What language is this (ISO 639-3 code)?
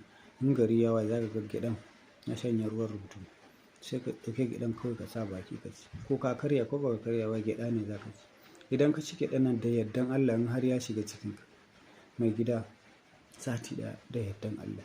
hau